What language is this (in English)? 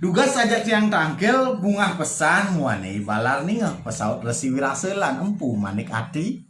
Balinese